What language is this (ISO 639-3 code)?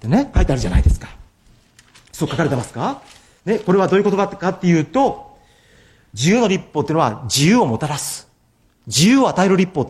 jpn